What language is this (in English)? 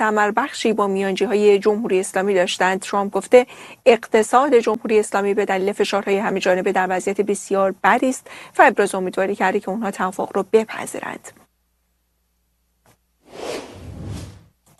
Persian